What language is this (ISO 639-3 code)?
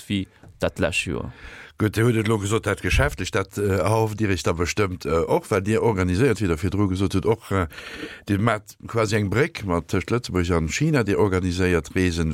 ltz